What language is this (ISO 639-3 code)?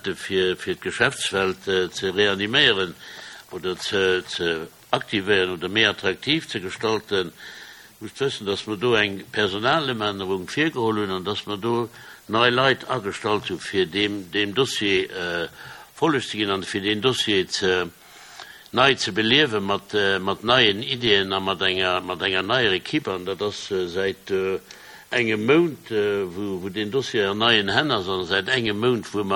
ltz